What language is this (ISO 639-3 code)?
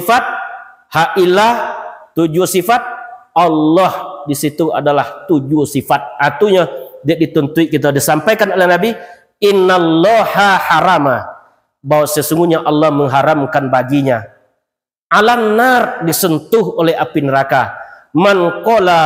min